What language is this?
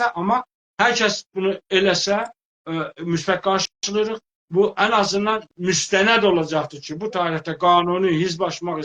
South Azerbaijani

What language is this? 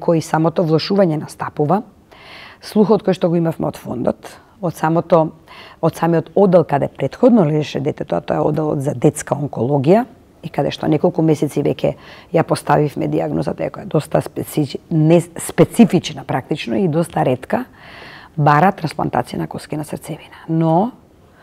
Macedonian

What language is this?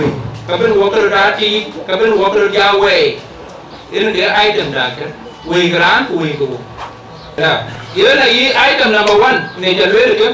Dinka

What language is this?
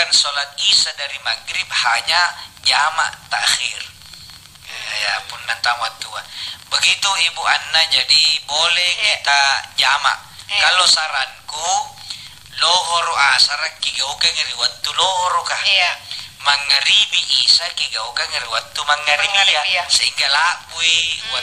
Makasar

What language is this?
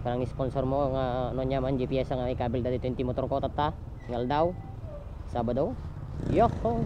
Iloko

